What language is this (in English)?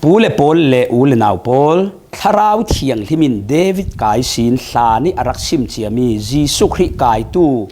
Falam Chin